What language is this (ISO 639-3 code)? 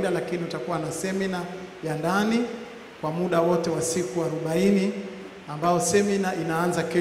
swa